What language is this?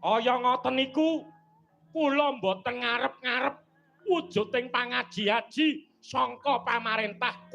Javanese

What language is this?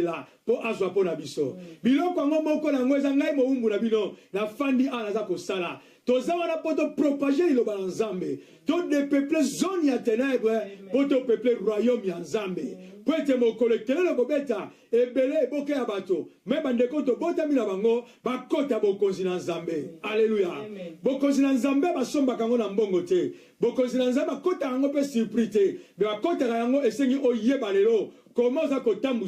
Lingala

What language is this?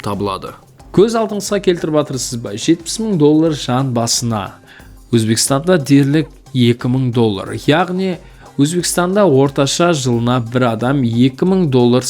Kara-Kalpak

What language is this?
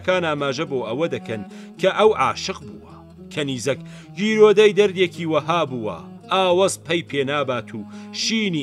Central Kurdish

